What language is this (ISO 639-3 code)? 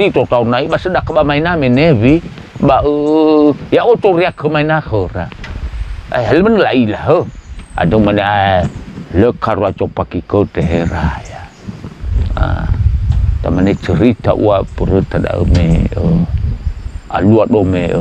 nia